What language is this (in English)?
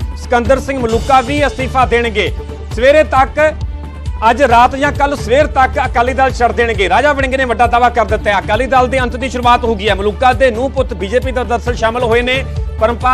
Punjabi